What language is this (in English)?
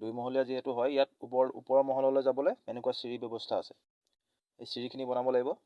Assamese